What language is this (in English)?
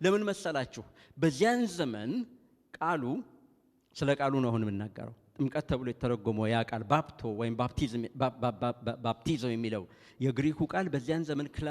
Amharic